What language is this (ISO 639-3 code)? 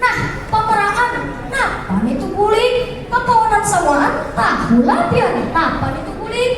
bjn